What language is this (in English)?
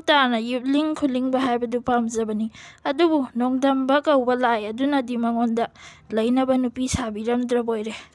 Manipuri